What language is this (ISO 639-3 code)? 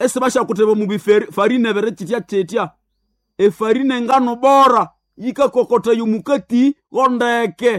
nnb